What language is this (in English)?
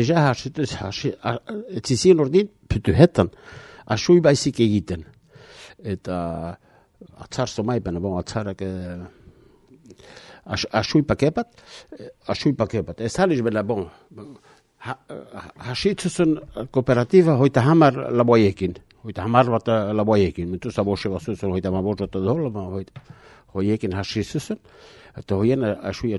Basque